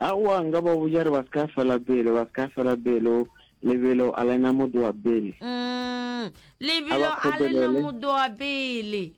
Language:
Northern Sotho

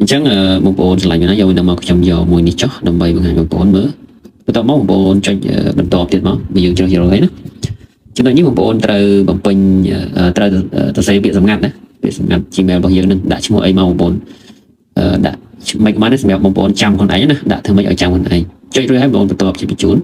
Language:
Khmer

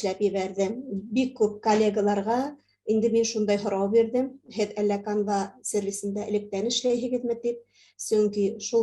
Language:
Bashkir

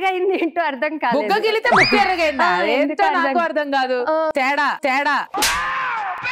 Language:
Telugu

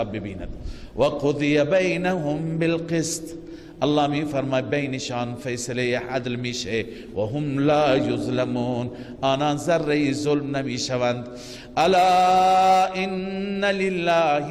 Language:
Persian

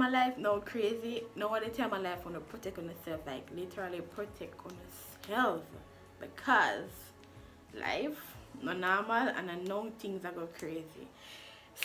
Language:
Jamaican Creole English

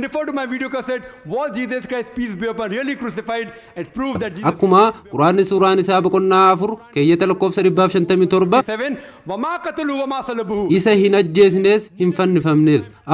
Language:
Oromo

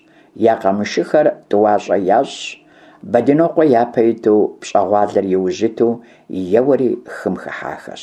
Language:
Kabardian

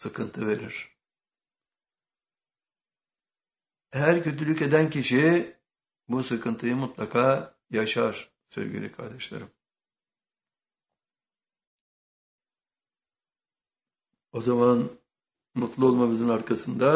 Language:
Turkish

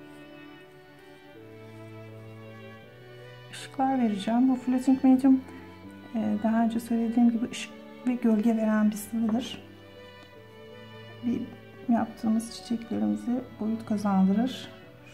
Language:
Turkish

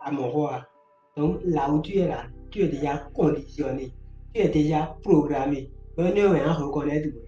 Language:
Fon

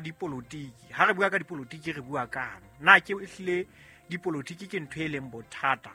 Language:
Southern Sotho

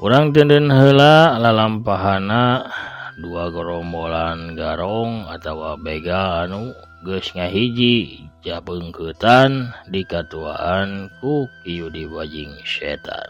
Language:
Sundanese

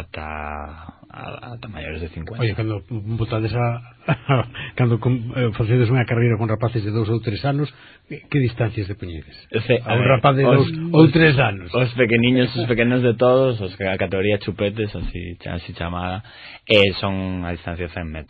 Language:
Galician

